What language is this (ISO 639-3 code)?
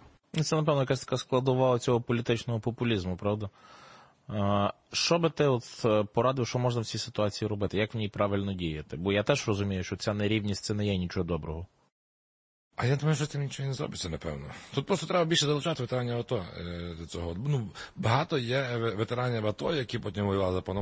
ukr